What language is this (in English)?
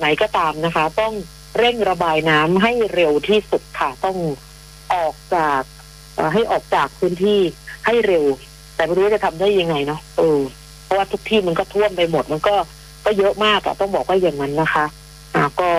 Thai